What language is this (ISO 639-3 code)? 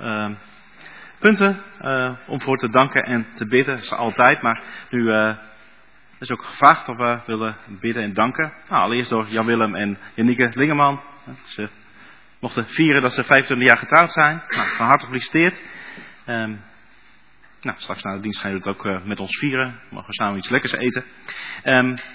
nld